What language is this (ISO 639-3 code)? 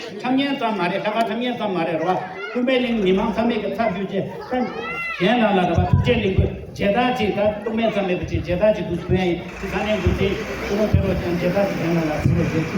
bod